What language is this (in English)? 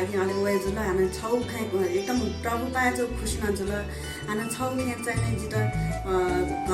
Newari